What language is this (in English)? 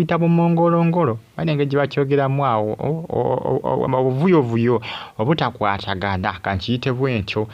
Ganda